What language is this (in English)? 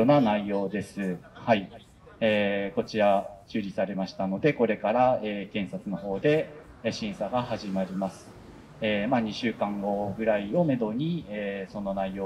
Japanese